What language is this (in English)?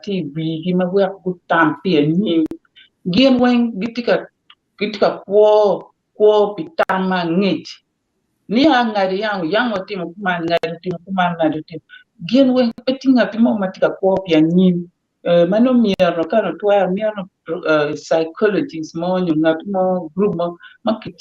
Acoli